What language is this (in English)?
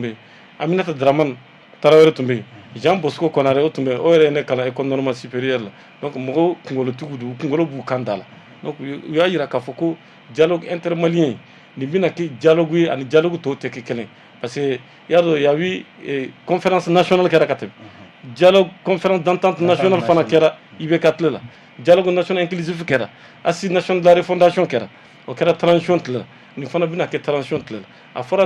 Bambara